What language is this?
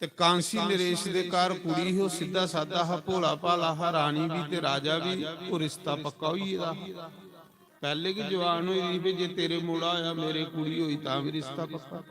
Dogri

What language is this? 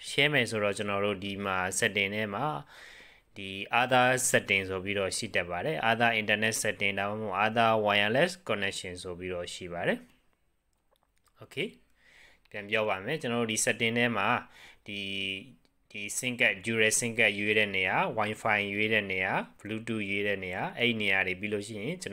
Burmese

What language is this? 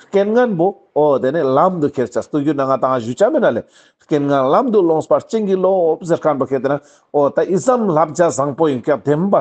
Ladakhi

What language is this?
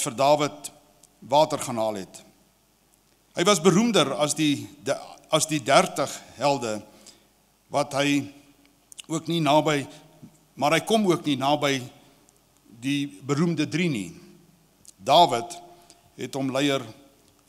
Afrikaans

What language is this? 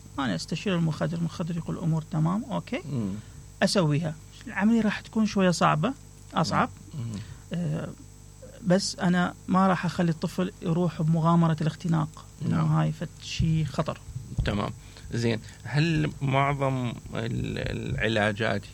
Mesopotamian Arabic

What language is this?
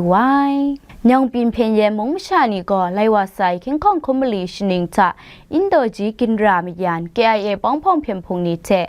Kachin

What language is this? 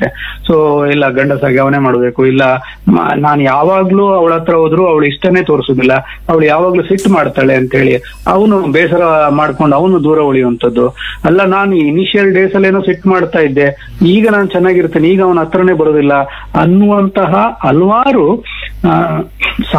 Kannada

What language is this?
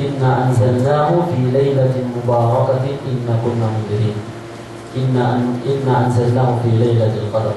Yakan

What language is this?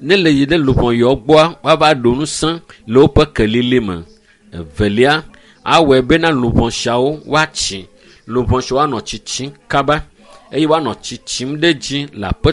Ewe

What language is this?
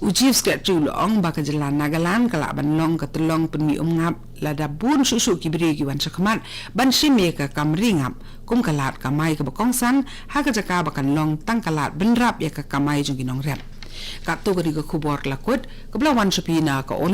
Khasi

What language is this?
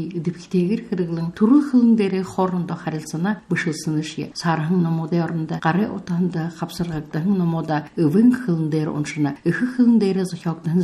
Buriat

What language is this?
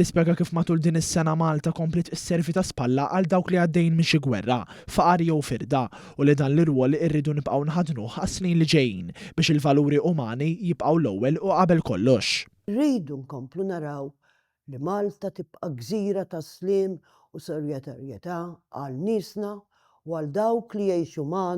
Maltese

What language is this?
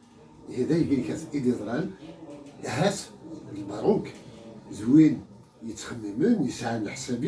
Kabyle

